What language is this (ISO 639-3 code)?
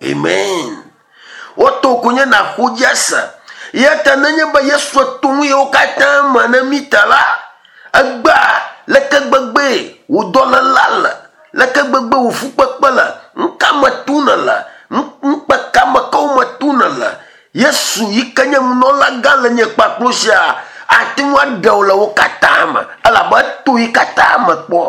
ewe